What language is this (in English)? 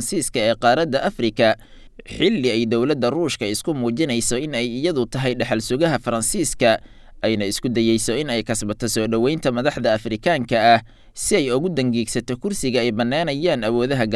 Somali